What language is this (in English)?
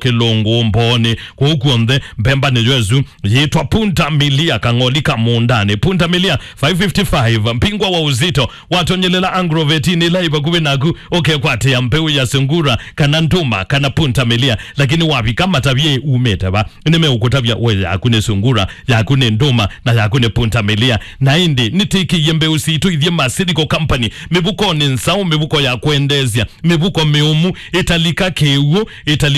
Kamba